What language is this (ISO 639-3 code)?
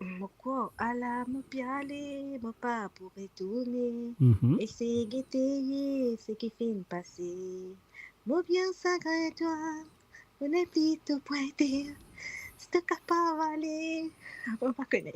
mfe